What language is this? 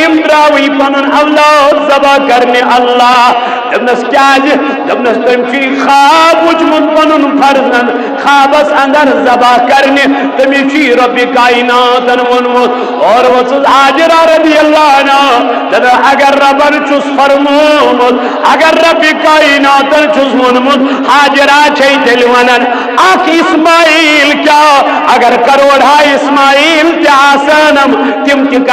Kashmiri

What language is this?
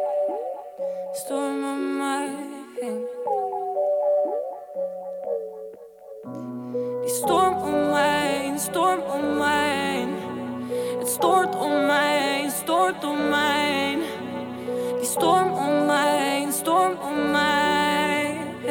Dutch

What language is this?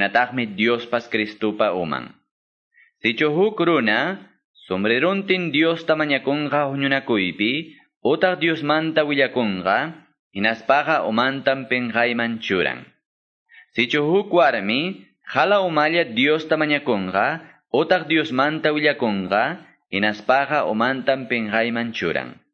Quechua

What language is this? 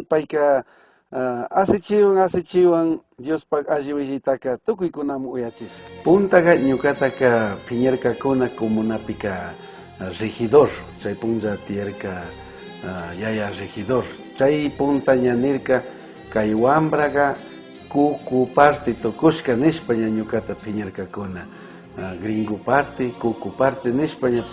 Chimborazo Highland Quichua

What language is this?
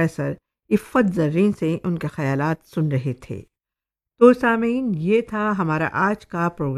Urdu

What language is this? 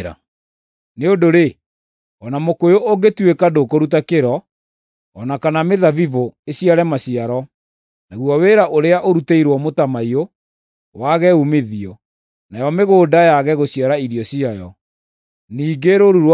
Kikuyu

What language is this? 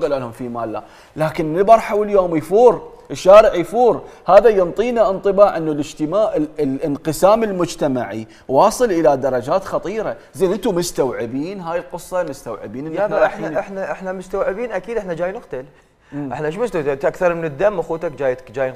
Mesopotamian Arabic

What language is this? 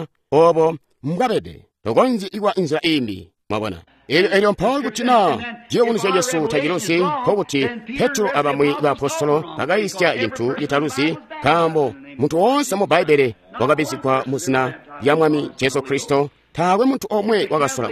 Tonga (Zambia)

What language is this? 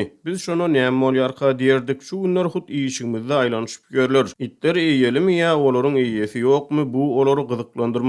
Turkmen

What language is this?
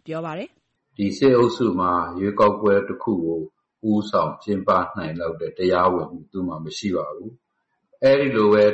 Burmese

